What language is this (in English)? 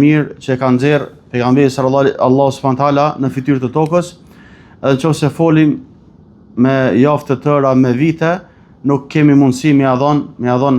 Albanian